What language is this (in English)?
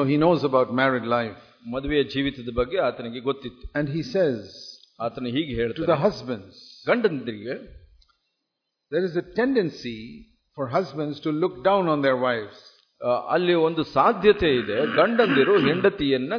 Kannada